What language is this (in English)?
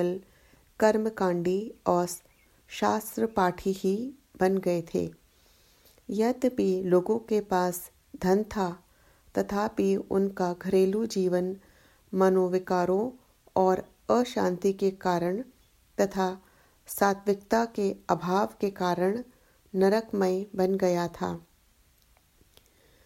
Hindi